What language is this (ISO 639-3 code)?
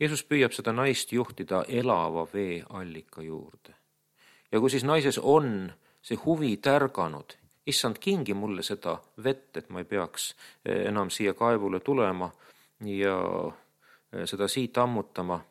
est